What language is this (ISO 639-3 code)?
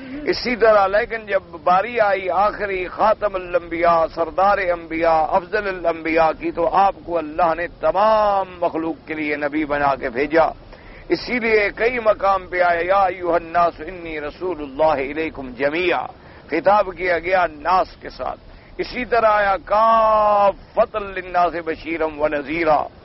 urd